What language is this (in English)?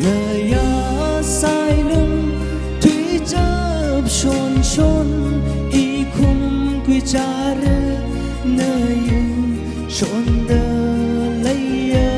Tangkhul Naga (India)